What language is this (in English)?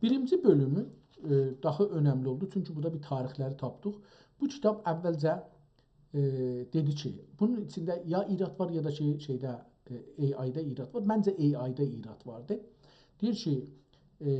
South Azerbaijani